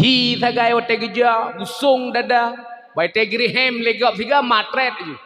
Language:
Achinese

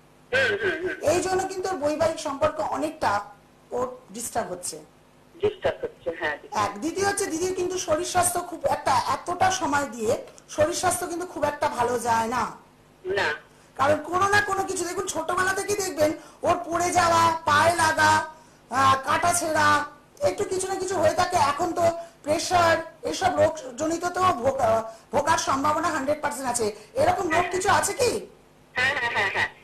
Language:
Bangla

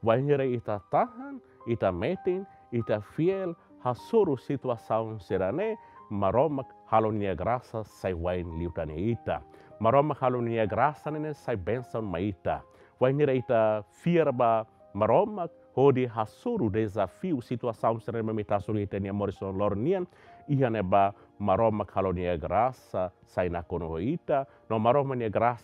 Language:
Tetum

